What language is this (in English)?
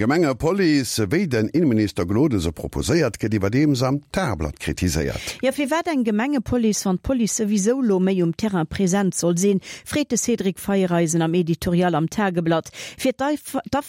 Luxembourgish